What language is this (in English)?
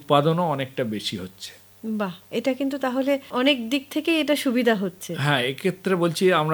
Bangla